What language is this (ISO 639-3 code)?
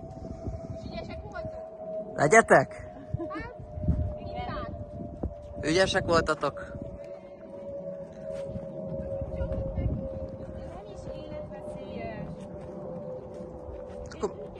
hun